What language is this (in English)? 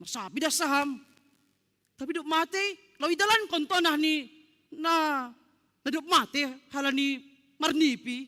Batak Simalungun